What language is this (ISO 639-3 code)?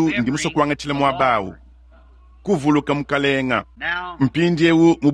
lua